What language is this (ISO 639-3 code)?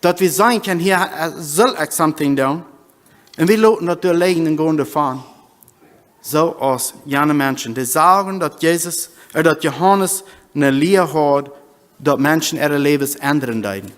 pdt